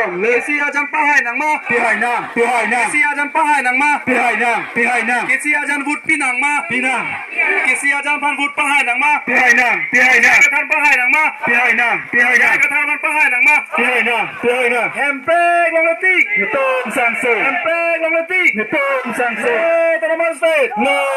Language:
Karbi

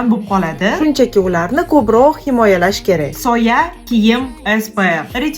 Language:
Uzbek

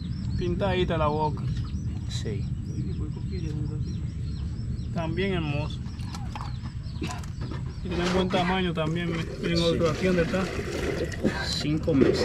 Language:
Spanish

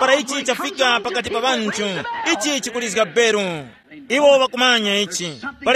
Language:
Tumbuka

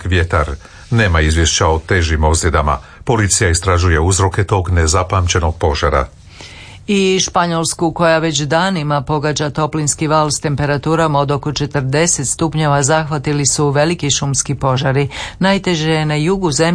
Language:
Croatian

